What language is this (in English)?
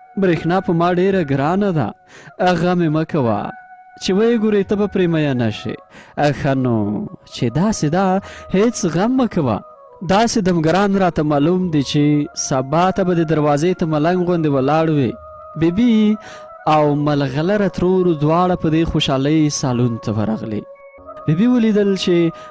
Pashto